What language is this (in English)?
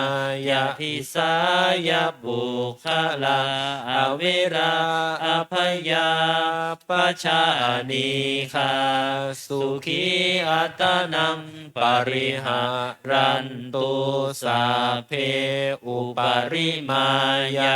Pali